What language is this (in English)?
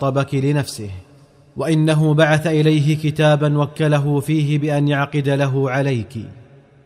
Arabic